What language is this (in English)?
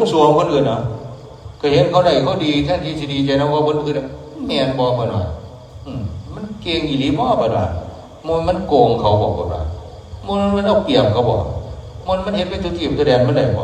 Northeastern Thai